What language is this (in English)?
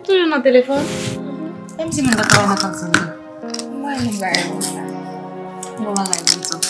Haitian Creole